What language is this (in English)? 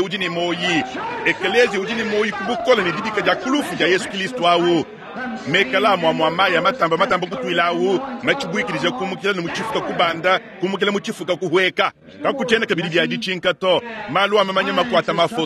Luba-Lulua